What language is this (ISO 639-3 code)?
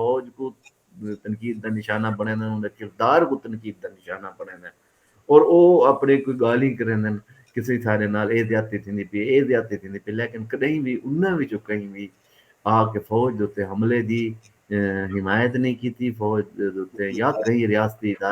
skr